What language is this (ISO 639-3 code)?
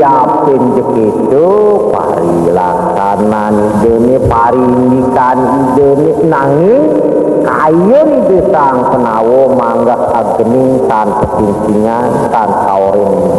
ban